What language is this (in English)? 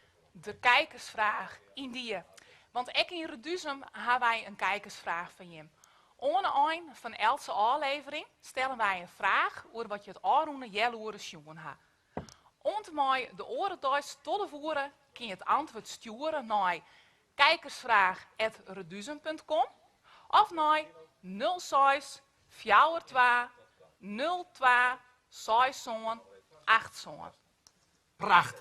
Western Frisian